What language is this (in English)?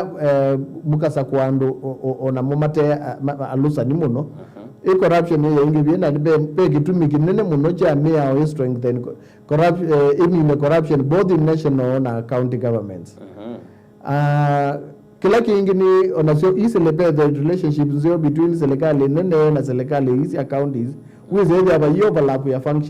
Kamba